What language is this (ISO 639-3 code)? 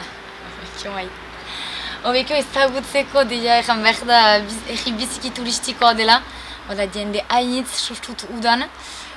eus